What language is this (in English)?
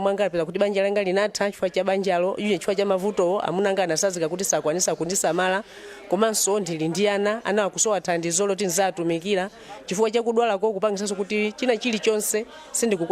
Nyanja